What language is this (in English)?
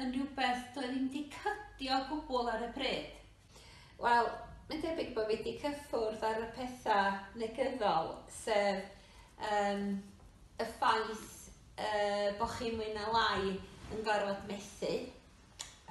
Welsh